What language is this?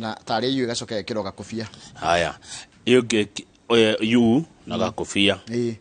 Kikuyu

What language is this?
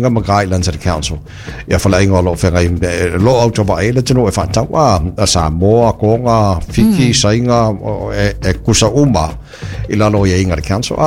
Samoan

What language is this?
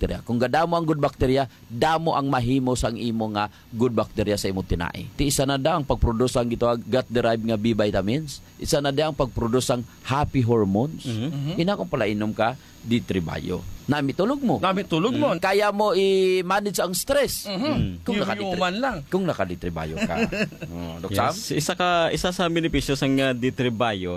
Hiligaynon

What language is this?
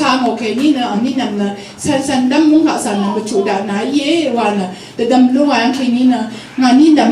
Rawang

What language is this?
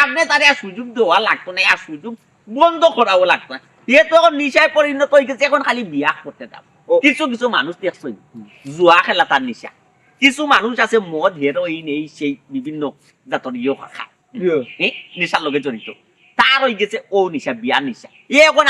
Sylheti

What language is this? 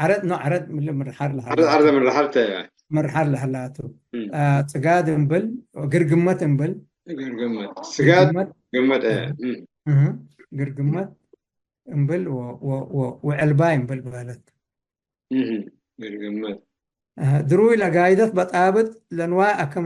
Tigre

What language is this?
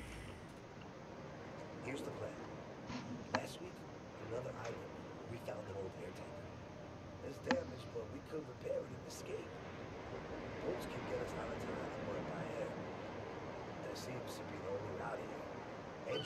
English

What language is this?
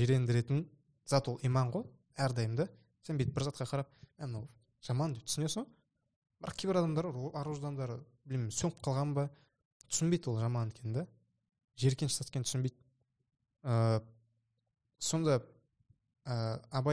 Kazakh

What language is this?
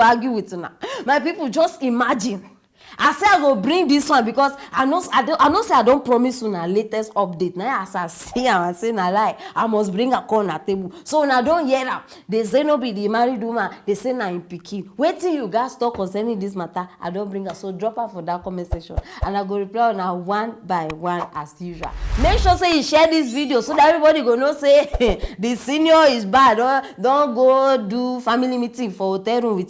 Nigerian Pidgin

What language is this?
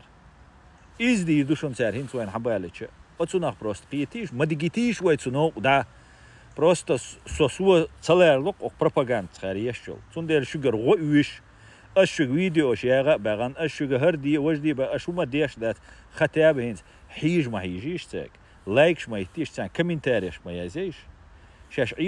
Chechen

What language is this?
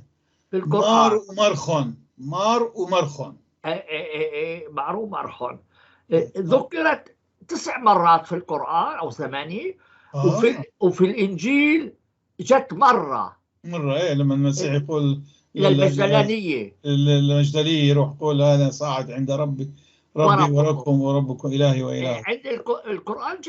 North Levantine Arabic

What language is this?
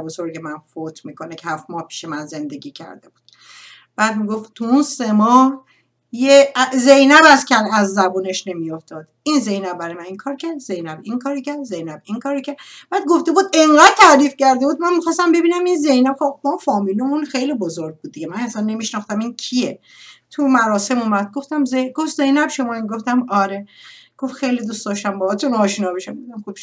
Persian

